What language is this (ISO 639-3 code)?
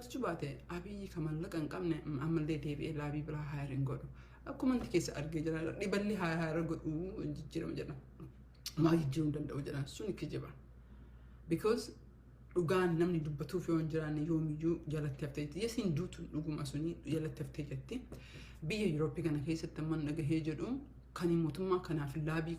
orm